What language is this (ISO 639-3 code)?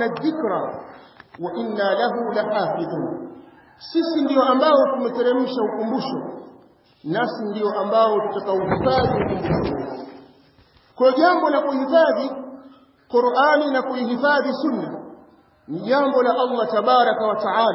swa